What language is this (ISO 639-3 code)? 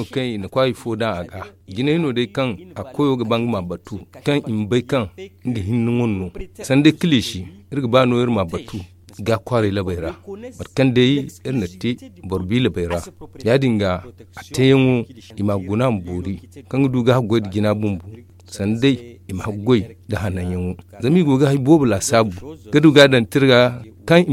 dje